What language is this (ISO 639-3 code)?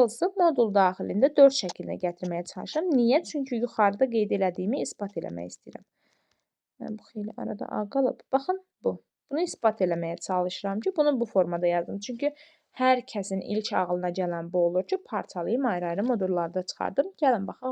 aze